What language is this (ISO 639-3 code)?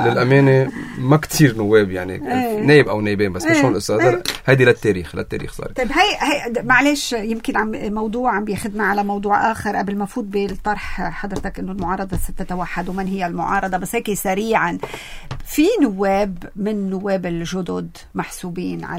apc